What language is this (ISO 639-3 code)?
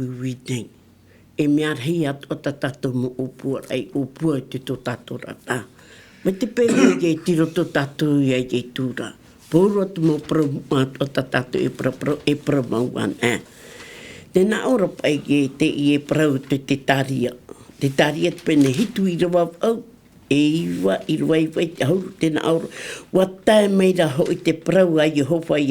tah